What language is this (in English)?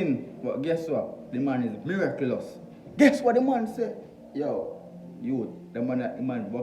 Jamaican Creole English